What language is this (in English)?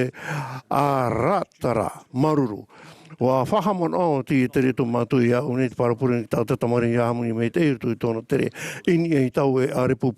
Tahitian